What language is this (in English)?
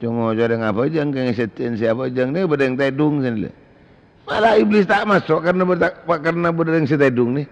Madurese